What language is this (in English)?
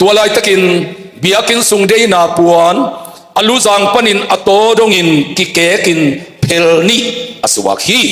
Tedim Chin